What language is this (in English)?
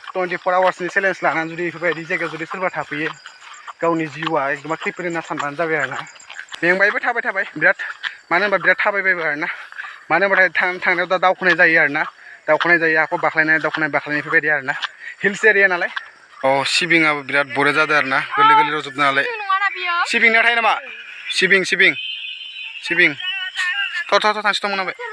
Bodo